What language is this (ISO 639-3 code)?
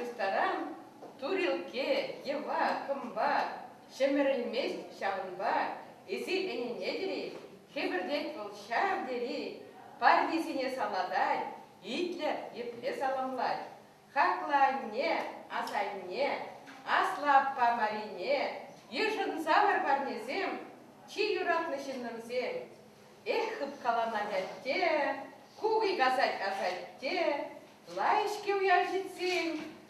chv